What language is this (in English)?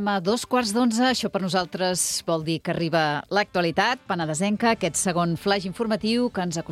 Catalan